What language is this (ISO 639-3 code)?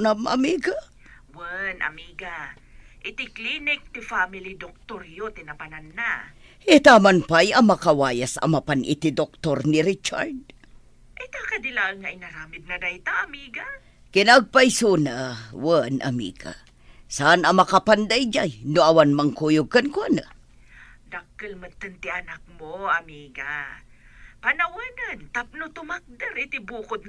ilo